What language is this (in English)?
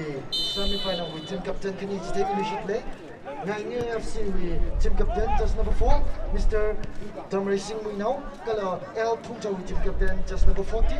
Tangkhul Naga (India)